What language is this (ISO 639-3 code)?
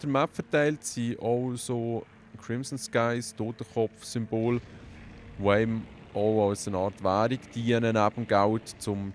gsw